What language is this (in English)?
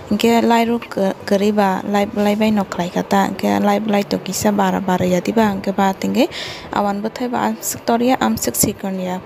Kok Borok